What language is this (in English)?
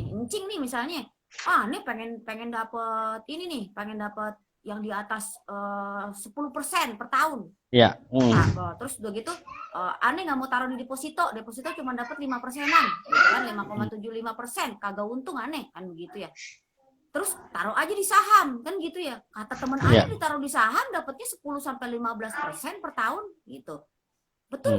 Betawi